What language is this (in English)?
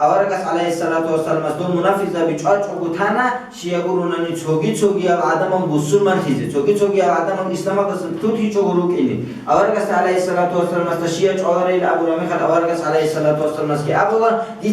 Avaric